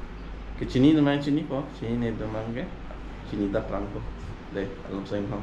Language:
Karbi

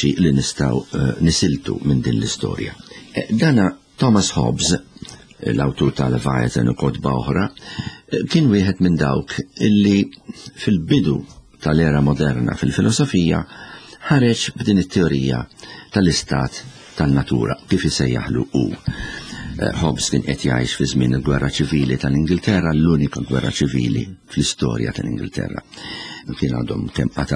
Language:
Maltese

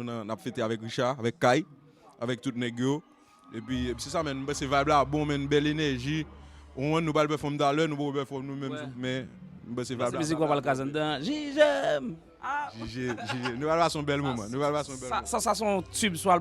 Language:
Haitian Creole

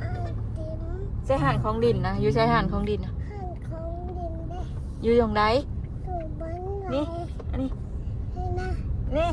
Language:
Northeastern Thai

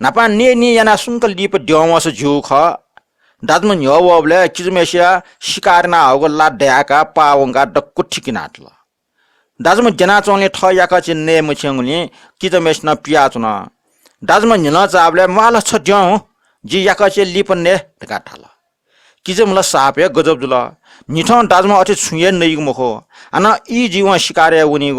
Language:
Newari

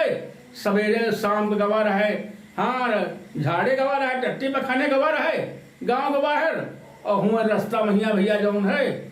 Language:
Awadhi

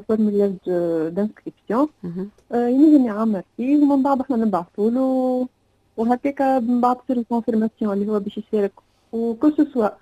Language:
Tunisian Arabic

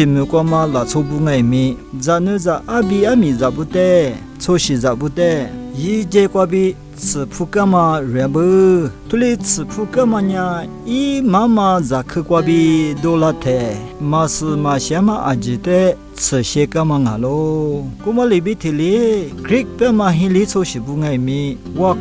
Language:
Lisu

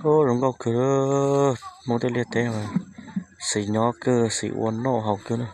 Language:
Hmong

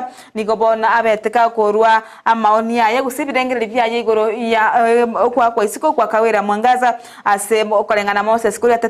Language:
Gusii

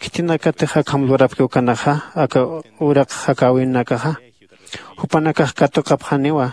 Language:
Aymara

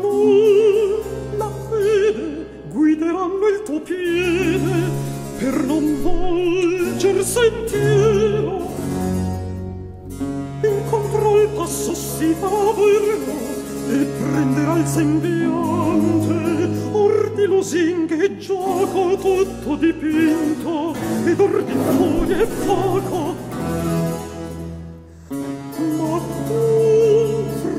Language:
Italian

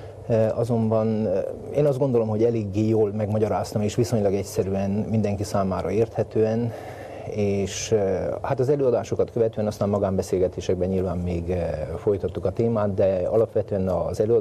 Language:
Hungarian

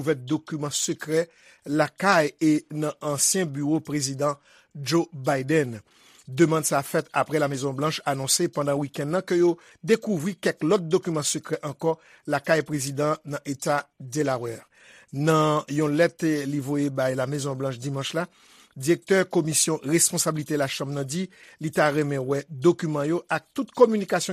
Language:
Haitian Creole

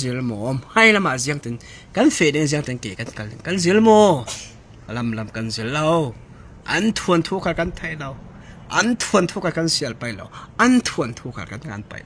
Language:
Falam Chin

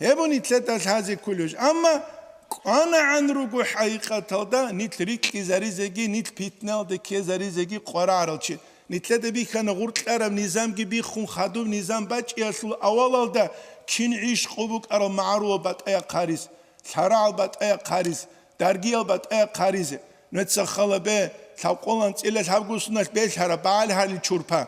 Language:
Avaric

